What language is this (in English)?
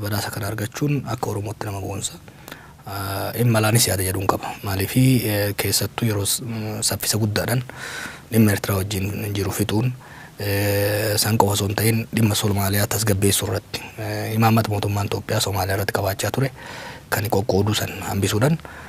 Oromo